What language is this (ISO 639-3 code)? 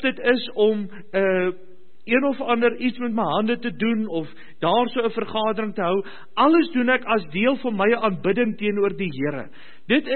afr